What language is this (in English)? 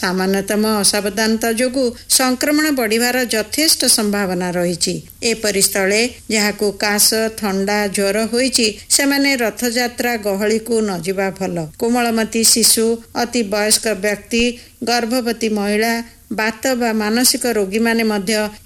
Odia